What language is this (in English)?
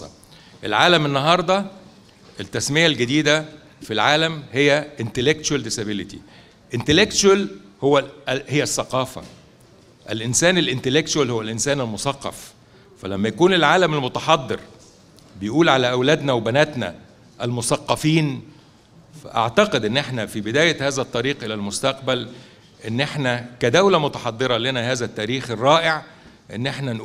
Egyptian Arabic